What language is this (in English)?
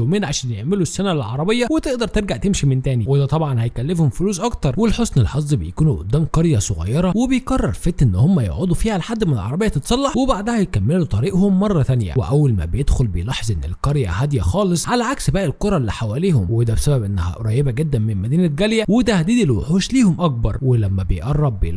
Egyptian Arabic